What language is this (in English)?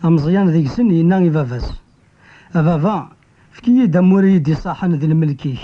Kabyle